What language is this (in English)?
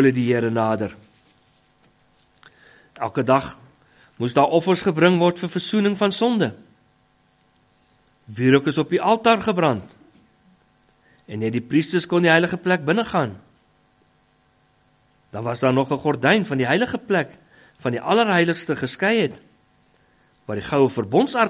Afrikaans